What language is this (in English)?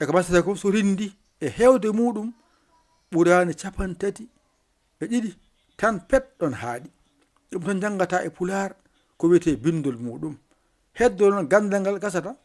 Fula